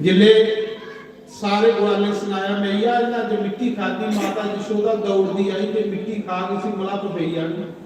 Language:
Dogri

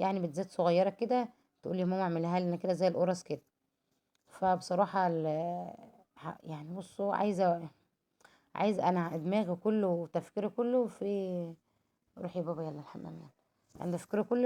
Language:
Egyptian Arabic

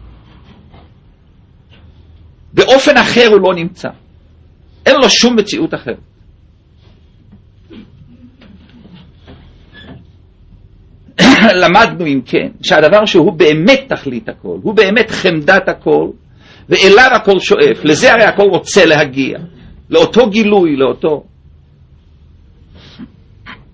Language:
Hebrew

